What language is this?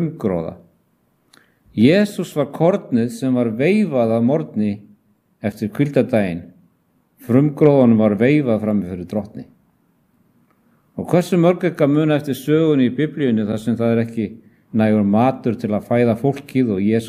Icelandic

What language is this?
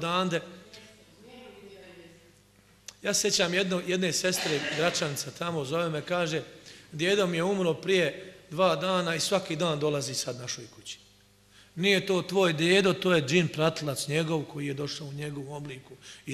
Bosnian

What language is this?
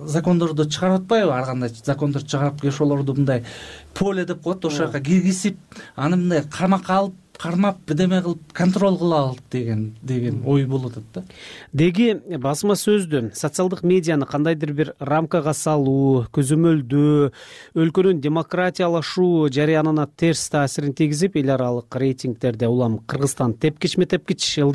Kyrgyz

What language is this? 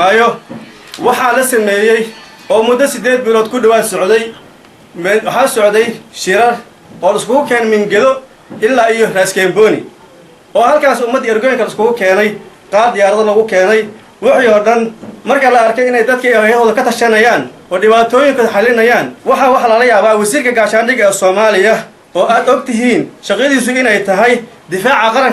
Somali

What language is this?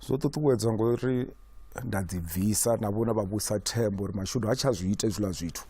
Venda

